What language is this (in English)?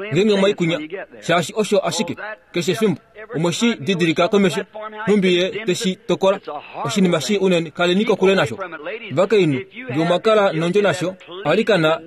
Kuanyama